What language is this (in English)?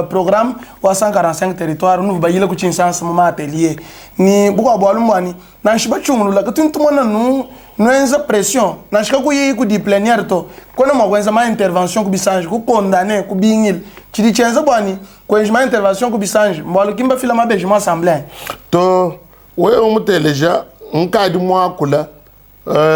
Luba-Lulua